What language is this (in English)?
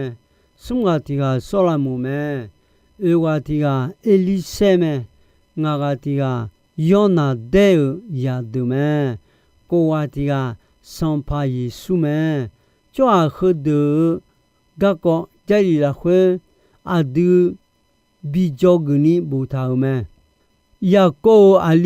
Akha